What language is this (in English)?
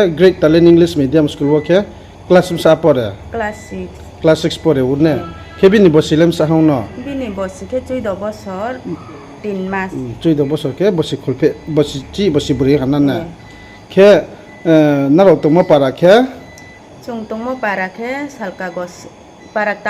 Riang (India)